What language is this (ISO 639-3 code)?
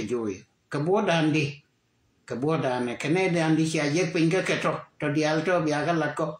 nus